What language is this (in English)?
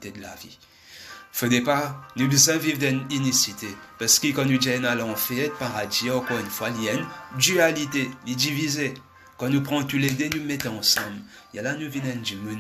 Morisyen